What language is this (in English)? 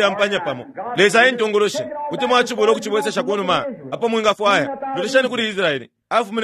Bemba